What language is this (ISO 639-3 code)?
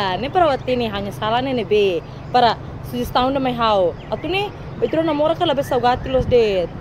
tet